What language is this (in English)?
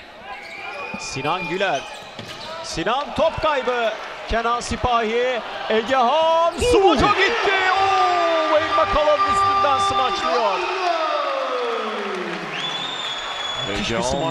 Turkish